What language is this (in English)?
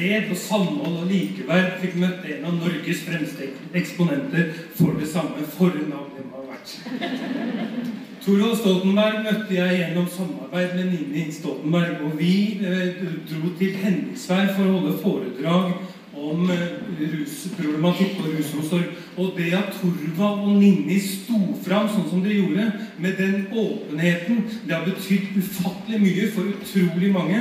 Norwegian